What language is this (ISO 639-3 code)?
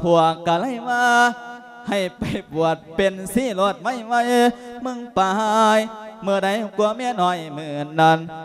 lao